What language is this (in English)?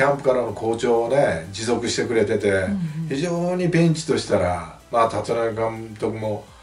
Japanese